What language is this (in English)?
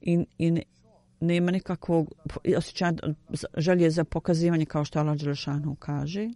Bosnian